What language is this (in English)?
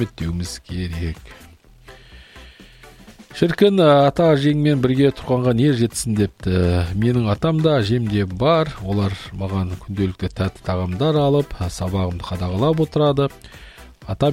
Kazakh